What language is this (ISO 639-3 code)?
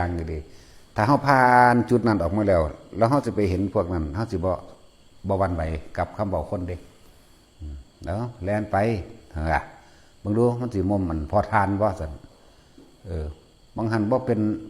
tts